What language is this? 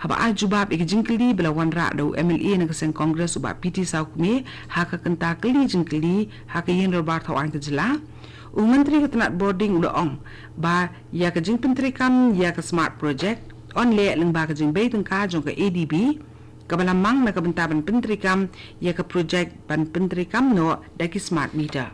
Khasi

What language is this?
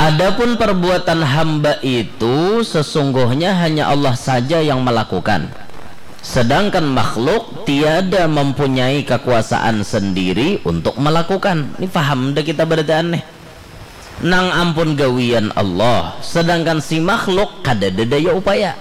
Banjar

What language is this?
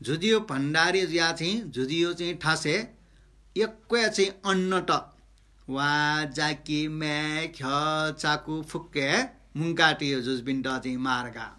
Newari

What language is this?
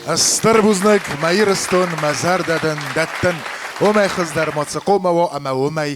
Ossetic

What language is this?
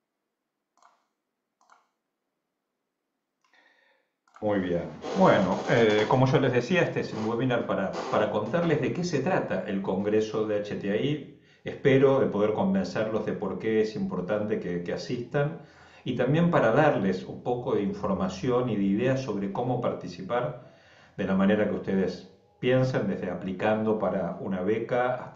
Spanish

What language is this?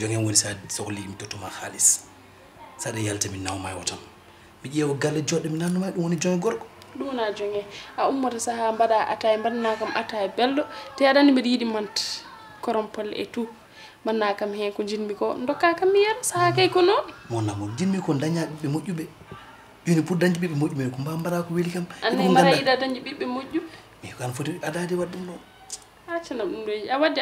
Fula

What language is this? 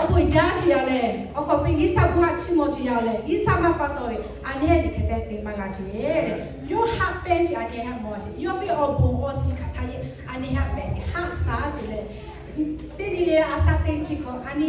Lahu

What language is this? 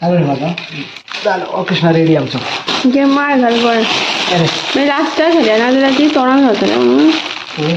Konkani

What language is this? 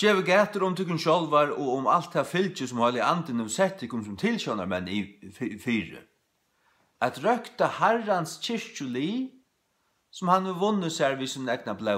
Faroese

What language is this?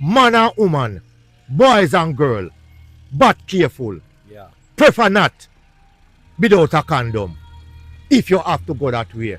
Jamaican Creole English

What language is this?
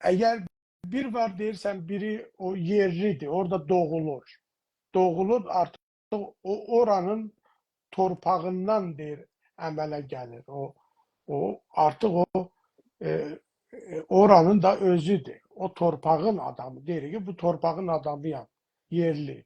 South Azerbaijani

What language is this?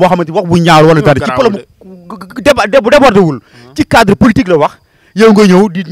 Wolof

